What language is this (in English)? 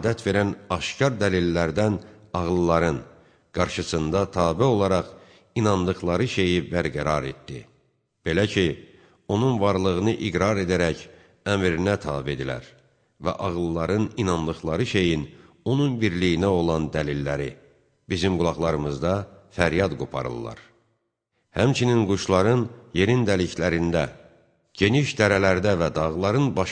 Azerbaijani